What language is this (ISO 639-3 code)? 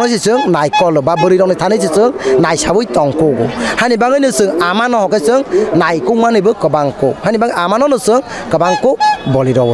trp